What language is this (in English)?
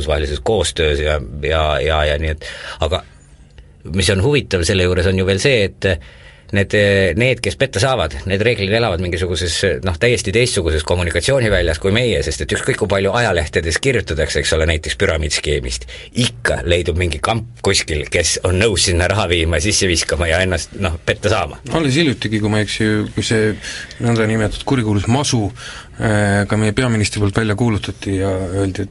Estonian